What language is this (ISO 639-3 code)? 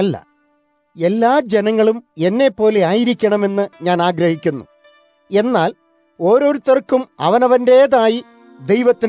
mal